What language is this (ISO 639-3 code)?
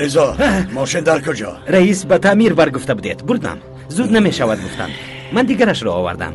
tgk